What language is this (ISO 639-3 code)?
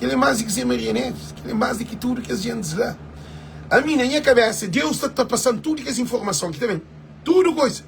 kea